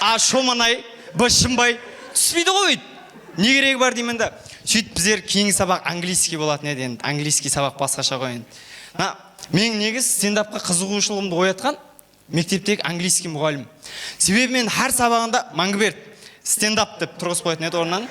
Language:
Kara-Kalpak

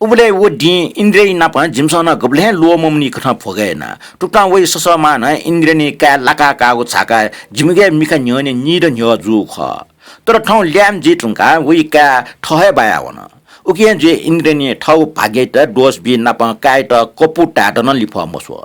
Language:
Newari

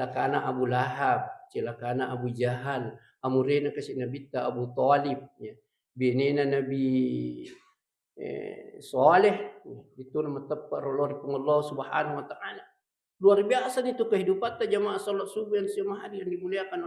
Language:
Buginese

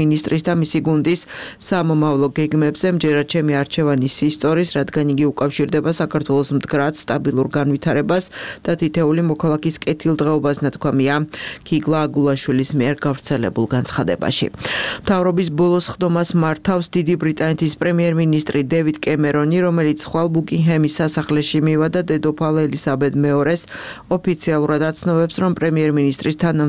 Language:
Georgian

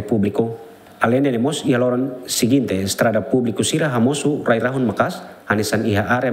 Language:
Tetum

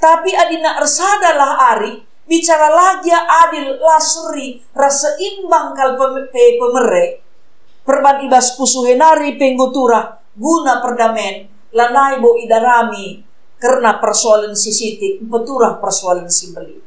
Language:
Batak Karo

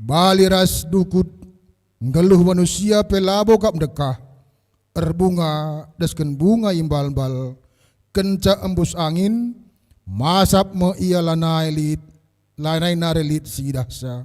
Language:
Batak Karo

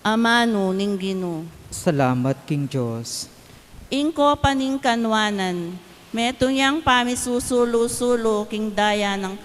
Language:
Pampanga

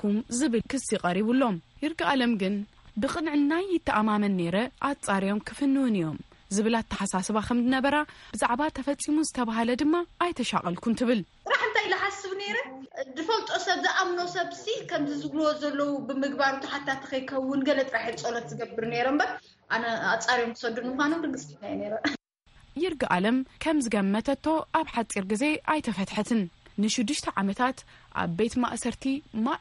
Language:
Tigrinya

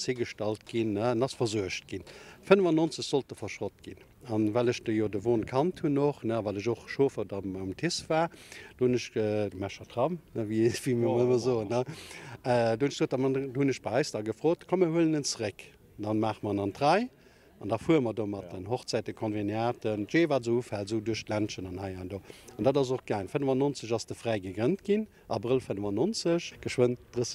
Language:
Luxembourgish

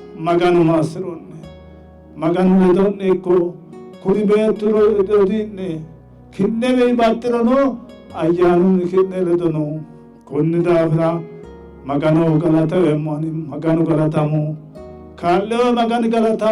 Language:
Sidamo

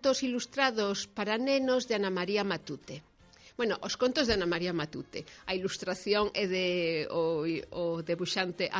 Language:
Galician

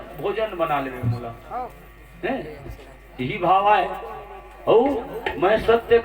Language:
Chhattisgarhi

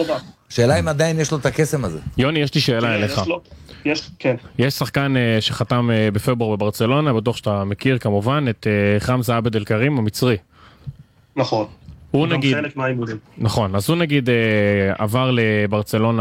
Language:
Hebrew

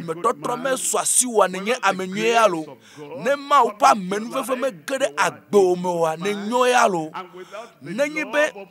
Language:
Ewe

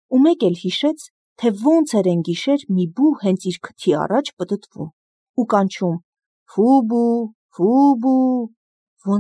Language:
Armenian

